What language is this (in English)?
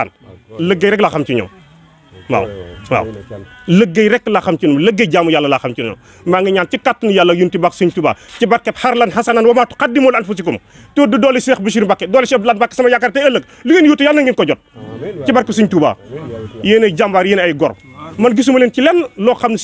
Wolof